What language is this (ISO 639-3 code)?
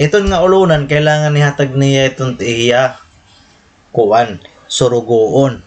war